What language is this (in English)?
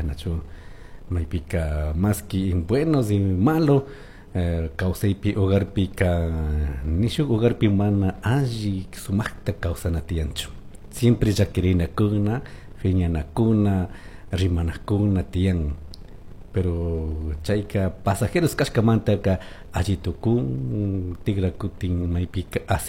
Chimborazo Highland Quichua